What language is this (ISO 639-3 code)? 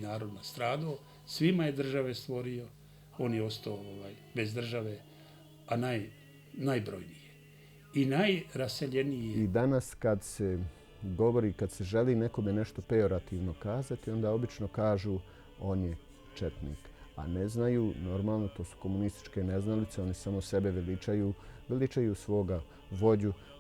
bos